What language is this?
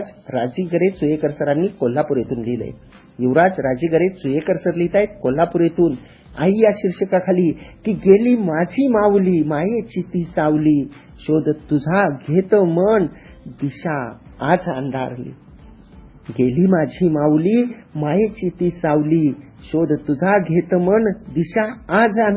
Marathi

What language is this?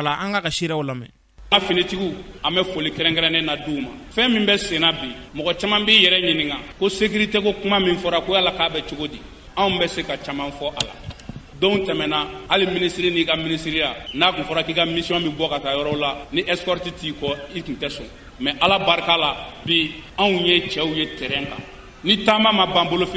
Bambara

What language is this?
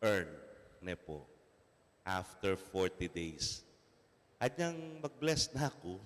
Pampanga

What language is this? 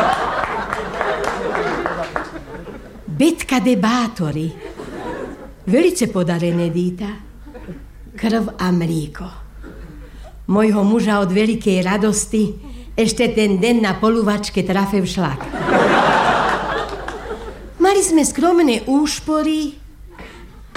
Slovak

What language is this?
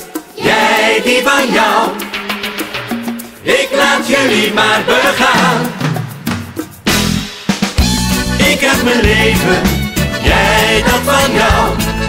Dutch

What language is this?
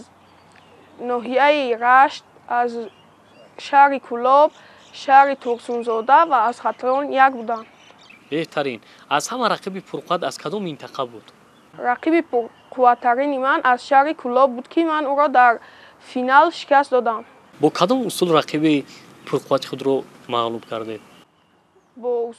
Tajik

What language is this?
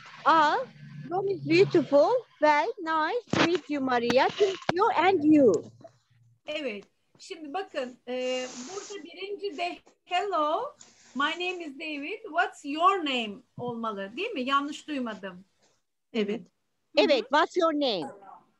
Turkish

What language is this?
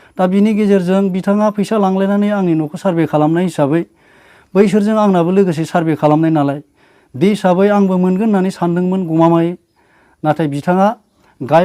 Bodo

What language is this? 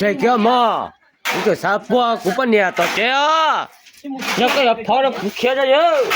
Hmong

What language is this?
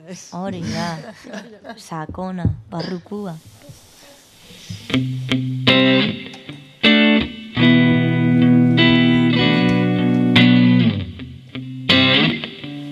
Basque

